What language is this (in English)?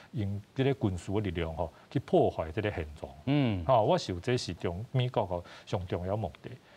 Min Nan Chinese